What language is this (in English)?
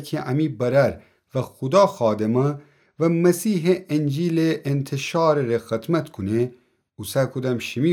Gilaki